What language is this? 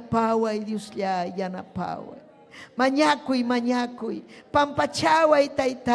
Ayacucho Quechua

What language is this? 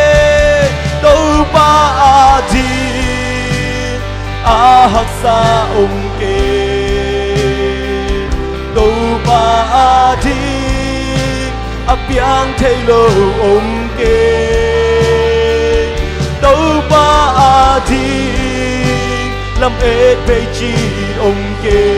Tedim Chin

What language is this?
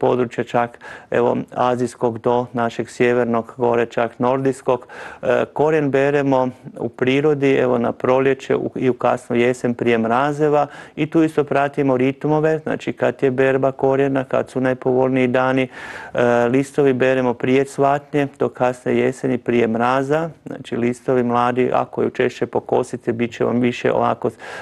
Croatian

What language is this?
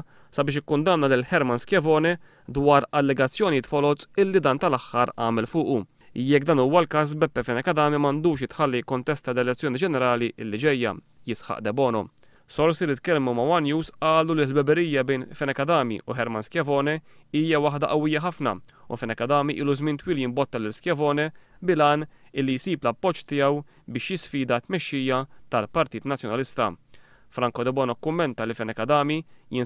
Maltese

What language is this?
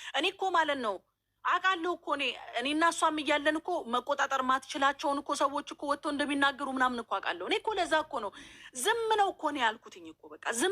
Amharic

